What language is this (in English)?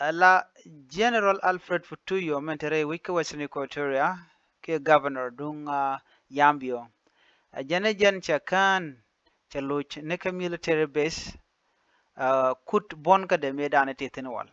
Nuer